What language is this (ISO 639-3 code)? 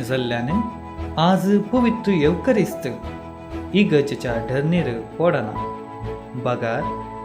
kok